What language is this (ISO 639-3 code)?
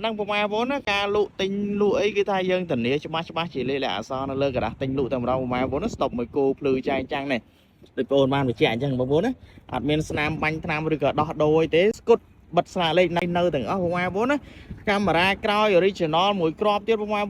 khm